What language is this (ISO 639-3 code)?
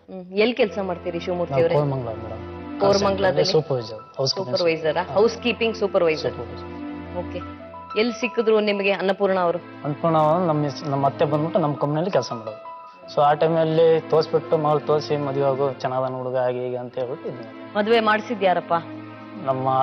kan